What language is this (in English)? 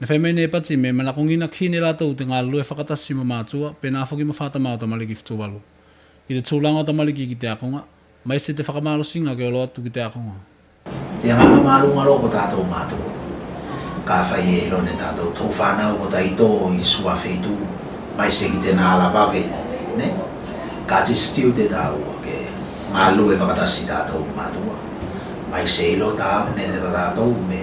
Tuvalu